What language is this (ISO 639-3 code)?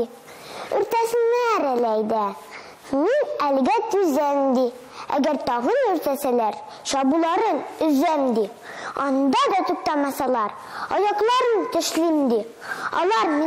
tat